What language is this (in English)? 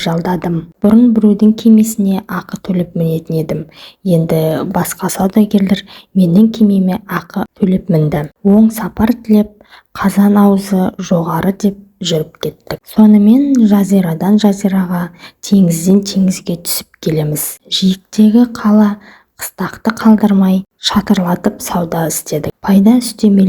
Kazakh